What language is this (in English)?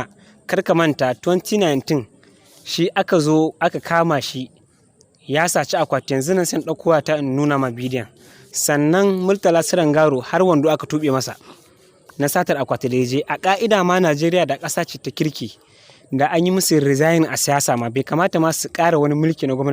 Hausa